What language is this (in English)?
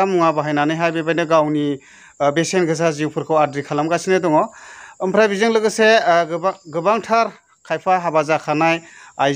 Bodo